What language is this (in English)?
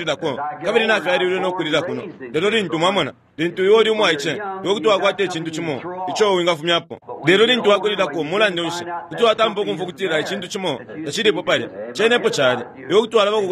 Bemba